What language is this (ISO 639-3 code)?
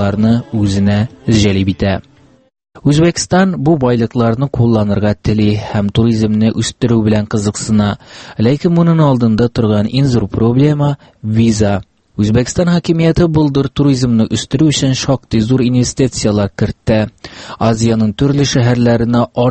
tat